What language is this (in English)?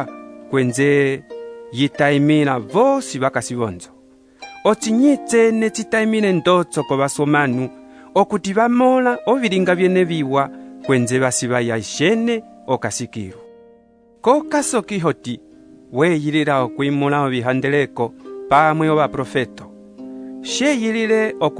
Umbundu